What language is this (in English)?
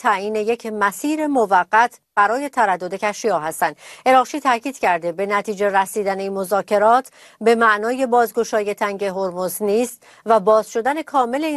Persian